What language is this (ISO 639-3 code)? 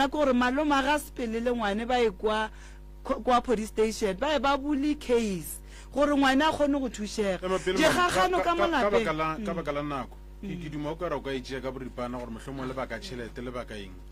nso